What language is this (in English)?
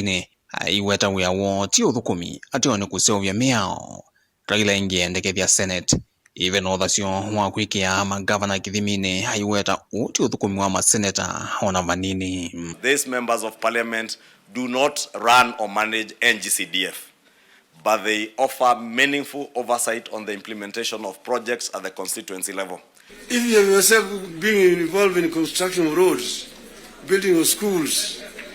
Kamba